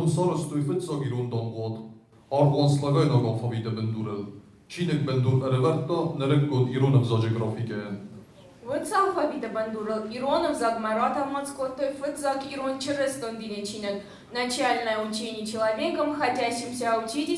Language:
Ossetic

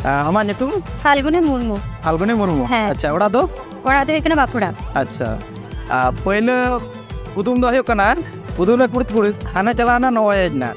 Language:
Santali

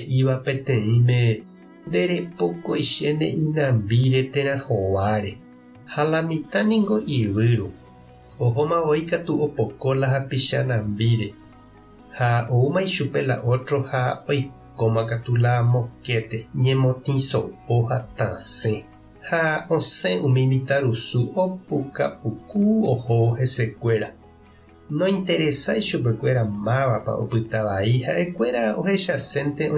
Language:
Guarani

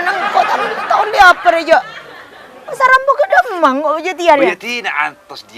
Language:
Madurese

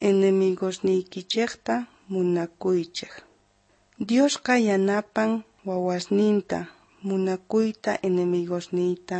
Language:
Ayacucho Quechua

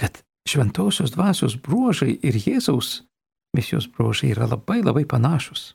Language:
Lithuanian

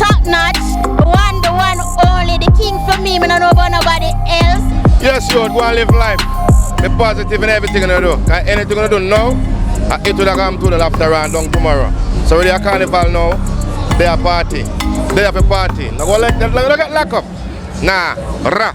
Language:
Jamaican Creole English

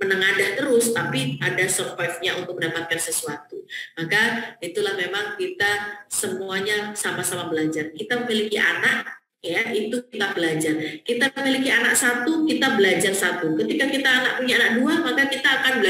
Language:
Indonesian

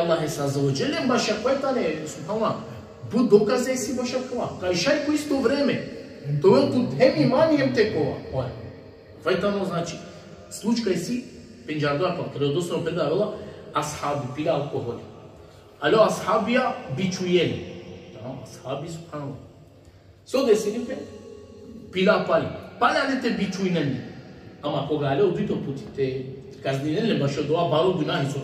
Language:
Balkan Romani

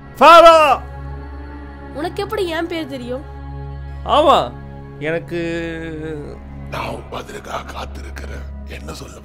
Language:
Tamil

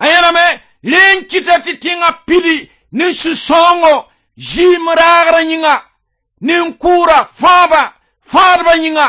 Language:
Mossi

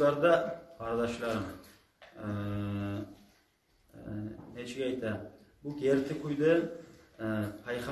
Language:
Kumyk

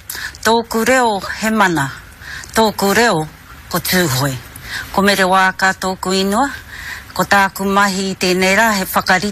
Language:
Māori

